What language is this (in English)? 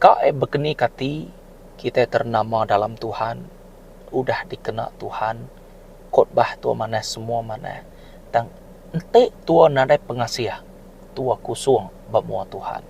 Iban